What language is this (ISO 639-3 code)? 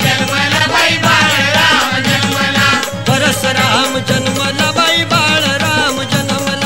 mar